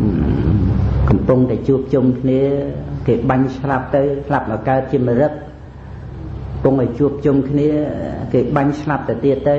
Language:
Khmer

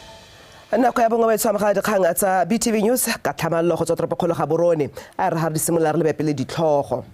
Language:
Tswana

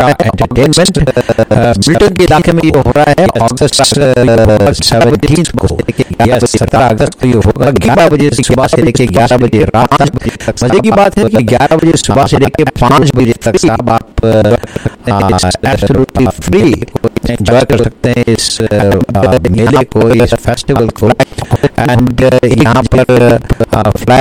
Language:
Hindi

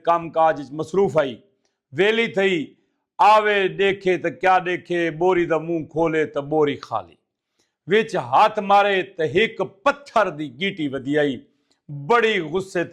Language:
Saraiki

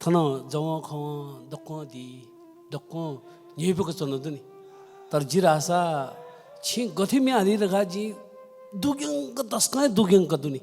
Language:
Newari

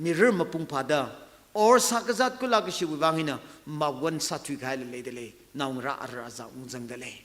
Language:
Tangkhul Naga (India)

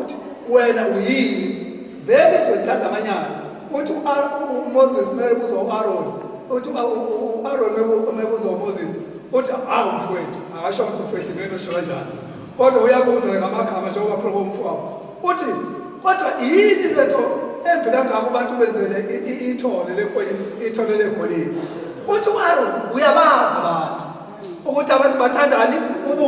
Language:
Zulu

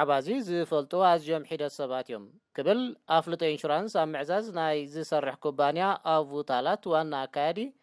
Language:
Tigrinya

